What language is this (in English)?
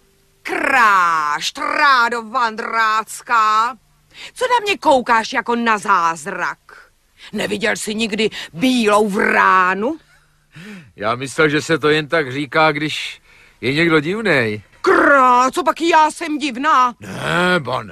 Czech